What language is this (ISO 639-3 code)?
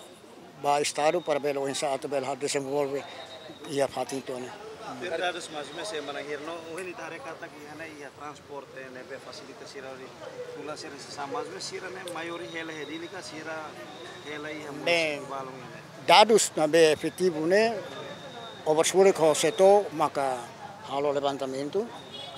tet